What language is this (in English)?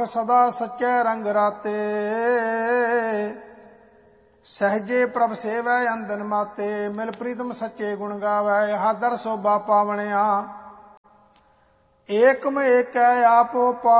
Punjabi